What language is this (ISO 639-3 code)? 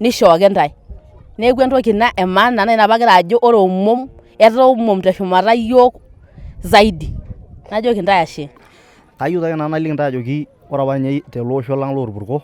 mas